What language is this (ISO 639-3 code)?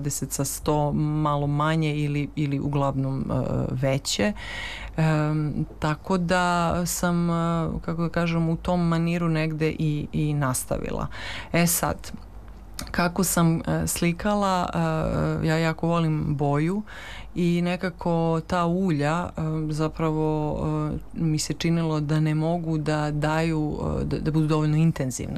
srp